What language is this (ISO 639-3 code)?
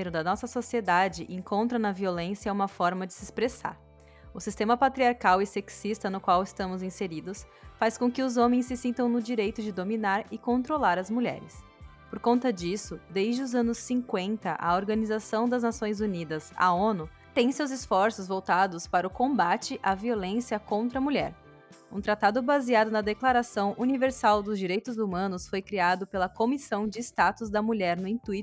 por